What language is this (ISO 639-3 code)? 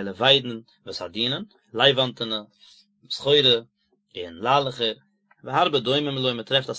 yid